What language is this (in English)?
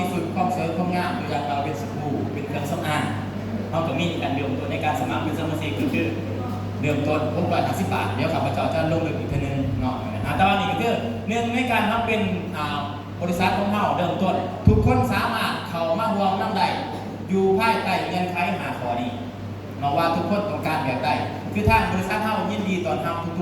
Northeastern Thai